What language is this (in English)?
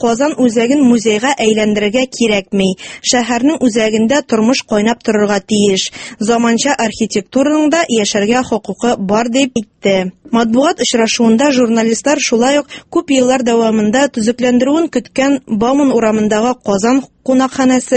Tatar